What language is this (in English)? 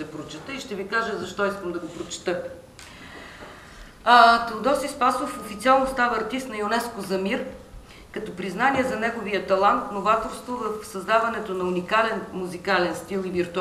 Bulgarian